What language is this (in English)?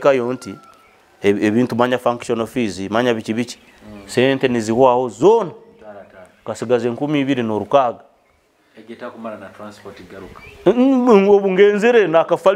Nyoro